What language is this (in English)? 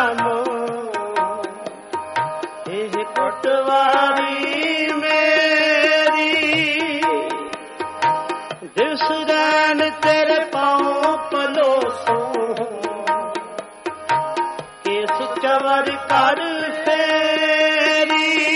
Punjabi